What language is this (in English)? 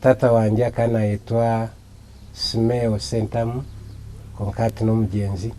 Nyankole